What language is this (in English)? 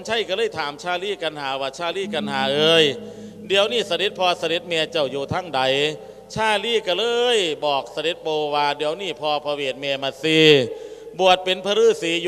Lao